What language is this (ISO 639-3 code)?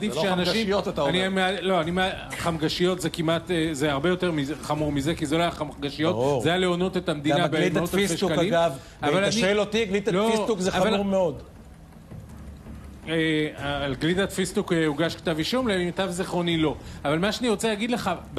heb